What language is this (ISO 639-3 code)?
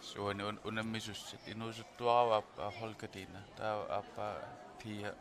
kal